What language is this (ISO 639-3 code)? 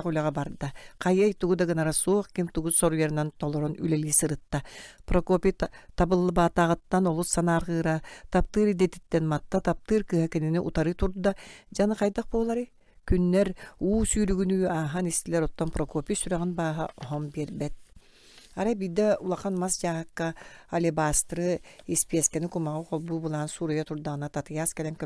sah